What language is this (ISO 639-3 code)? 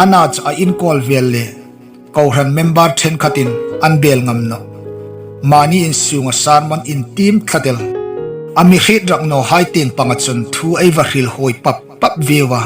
hmr